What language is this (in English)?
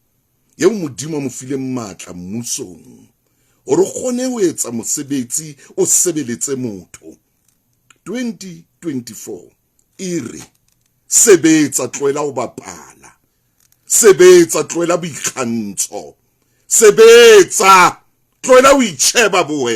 Southern Sotho